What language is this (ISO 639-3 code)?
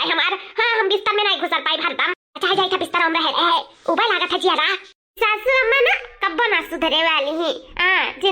awa